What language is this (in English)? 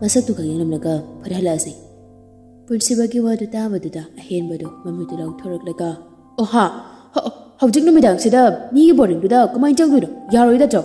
Manipuri